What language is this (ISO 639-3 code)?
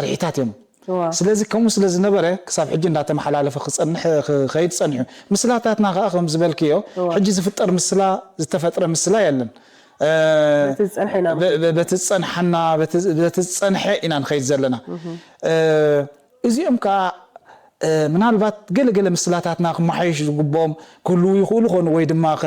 tir